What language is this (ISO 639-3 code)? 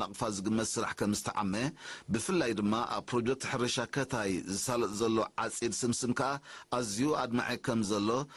tir